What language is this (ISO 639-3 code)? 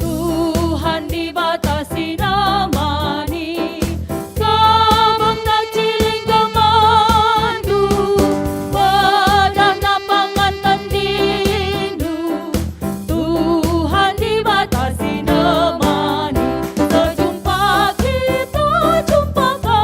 btx